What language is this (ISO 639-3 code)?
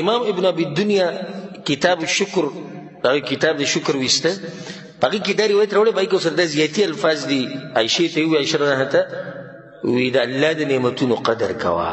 pus